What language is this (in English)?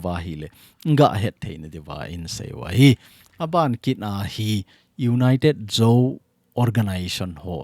Thado Chin